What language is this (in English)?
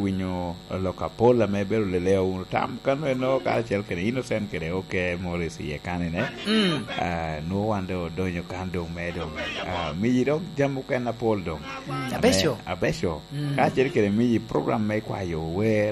Lango (Uganda)